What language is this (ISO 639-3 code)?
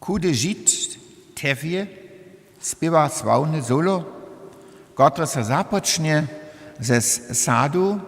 hsb